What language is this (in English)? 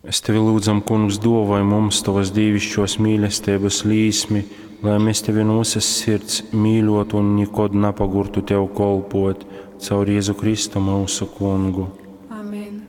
Latgalian